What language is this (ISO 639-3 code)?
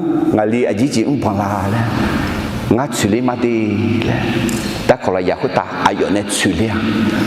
ahk